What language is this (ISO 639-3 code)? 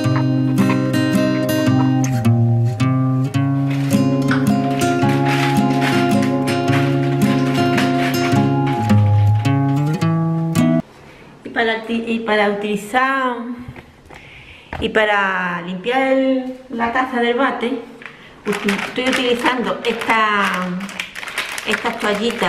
spa